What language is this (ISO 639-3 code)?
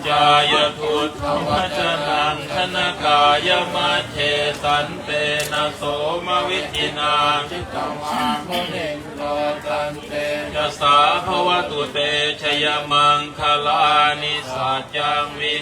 pli